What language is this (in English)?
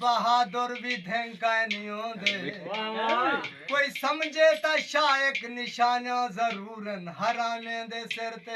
Saraiki